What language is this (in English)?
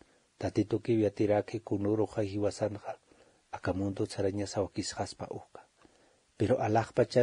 Aymara